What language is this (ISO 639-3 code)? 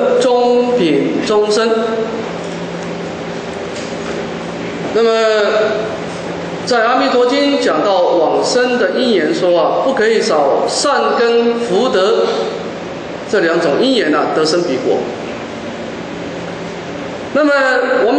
zho